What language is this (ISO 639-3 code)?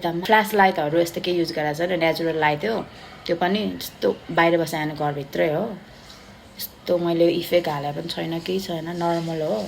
nep